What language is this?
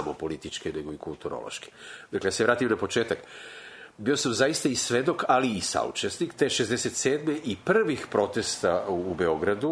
Serbian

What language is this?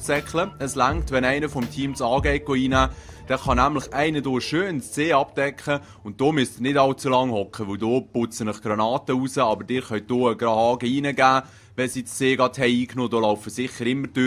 Swiss German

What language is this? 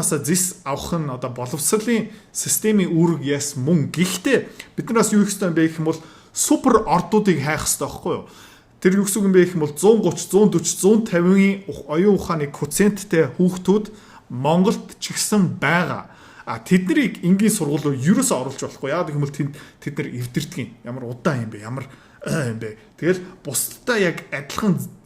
Mongolian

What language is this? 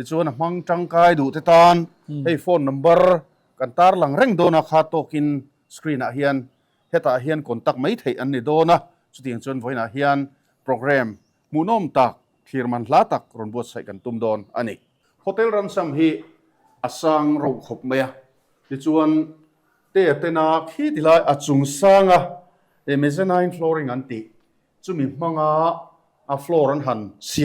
Mizo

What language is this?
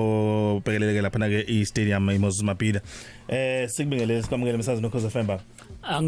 Zulu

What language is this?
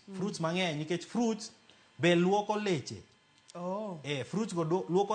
Luo (Kenya and Tanzania)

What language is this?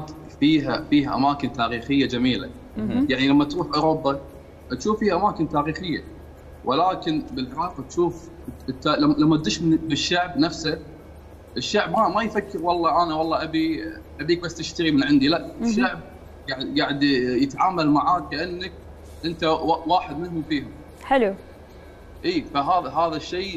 Mesopotamian Arabic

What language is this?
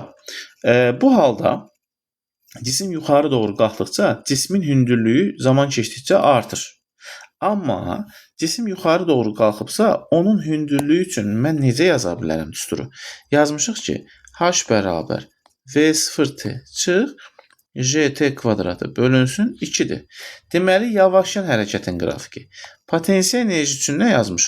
Azerbaijani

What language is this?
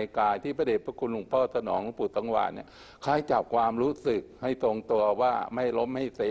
Thai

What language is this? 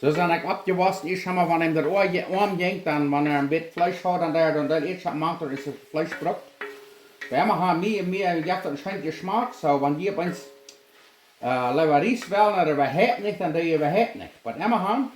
Plautdietsch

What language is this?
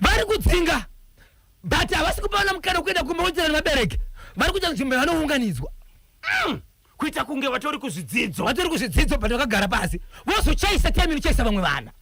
Shona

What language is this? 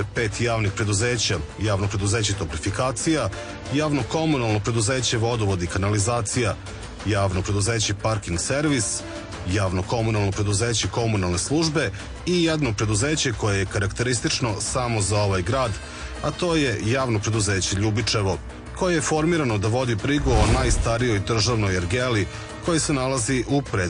Serbian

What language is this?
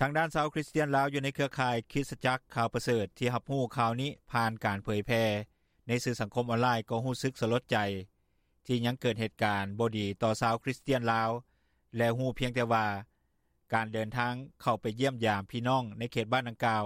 Lao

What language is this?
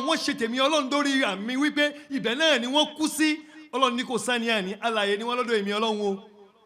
Yoruba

